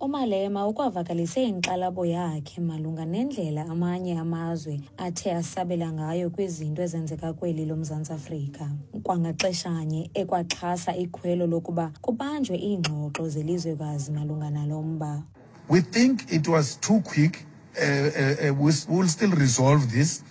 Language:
Xhosa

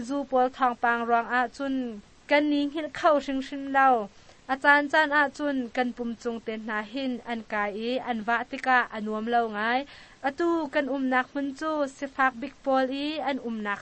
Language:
Hakha Chin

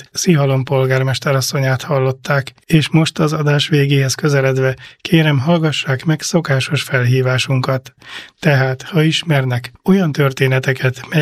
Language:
Hungarian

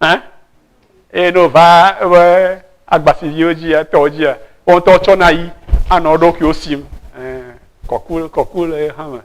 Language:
Ewe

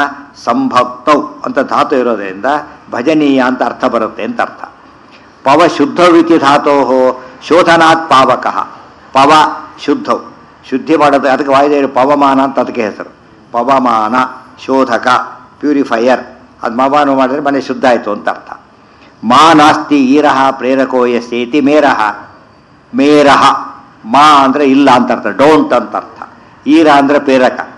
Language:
Kannada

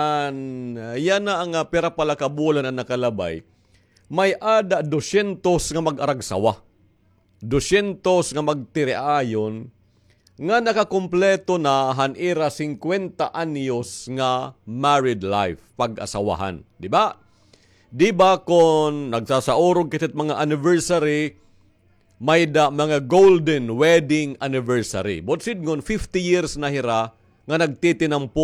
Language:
Waray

